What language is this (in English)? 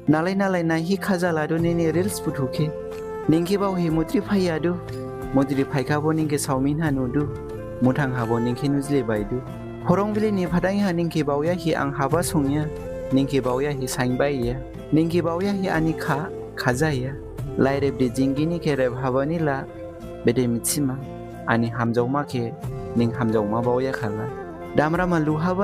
Dimasa